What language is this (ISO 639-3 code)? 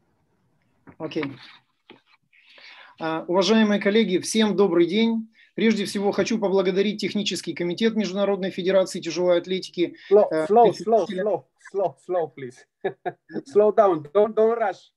rus